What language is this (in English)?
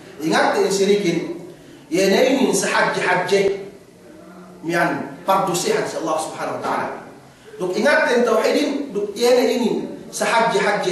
Yakan